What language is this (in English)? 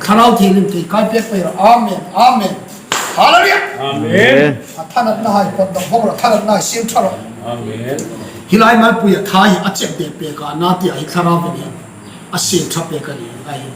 Hmar